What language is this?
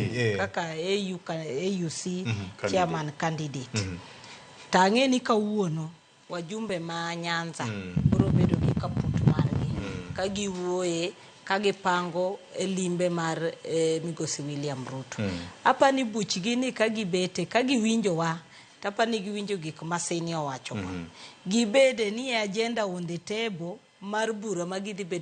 Luo (Kenya and Tanzania)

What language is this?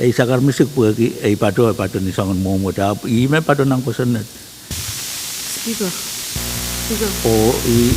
Pohnpeian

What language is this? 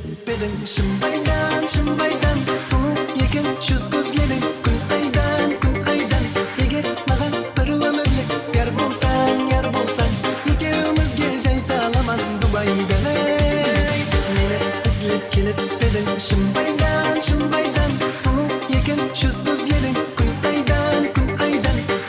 Kara-Kalpak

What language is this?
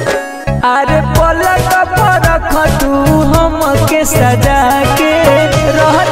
Bhojpuri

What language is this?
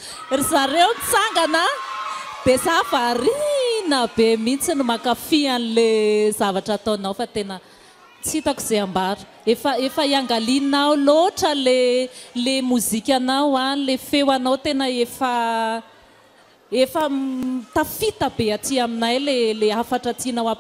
Malagasy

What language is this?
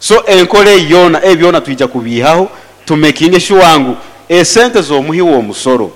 Nyoro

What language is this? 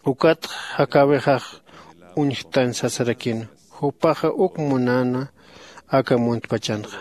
Aymara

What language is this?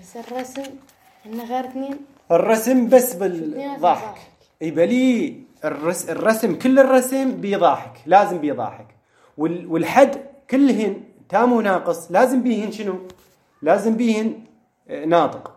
Mesopotamian Arabic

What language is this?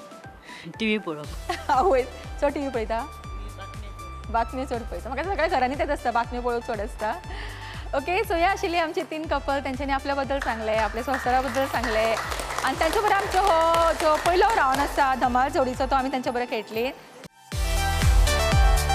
Konkani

